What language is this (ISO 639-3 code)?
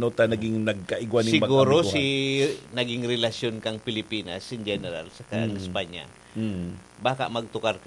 bik